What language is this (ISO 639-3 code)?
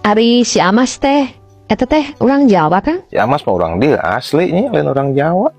sun